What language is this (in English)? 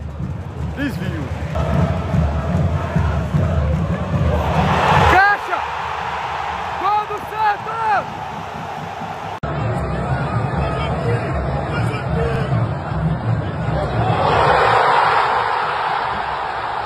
Portuguese